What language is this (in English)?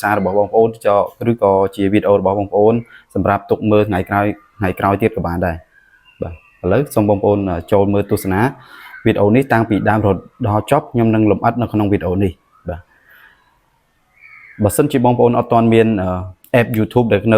Khmer